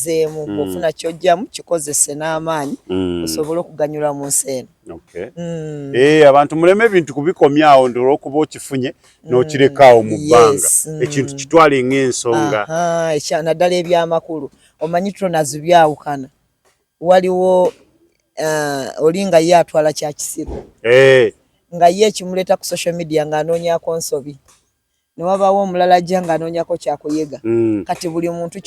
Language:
Ganda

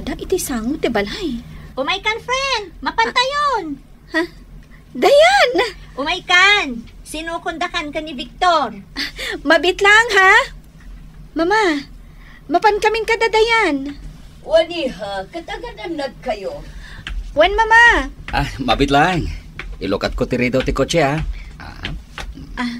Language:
Iloko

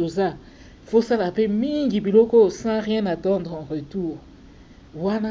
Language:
Lingala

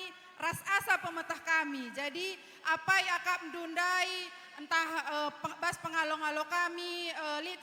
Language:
Batak Karo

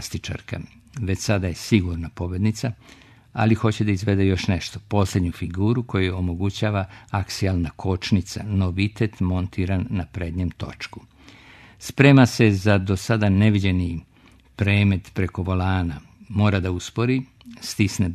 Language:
Serbian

